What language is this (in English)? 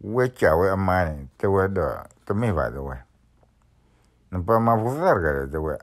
S'gaw Karen